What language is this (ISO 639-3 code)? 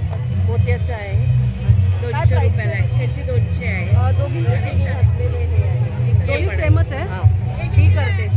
mar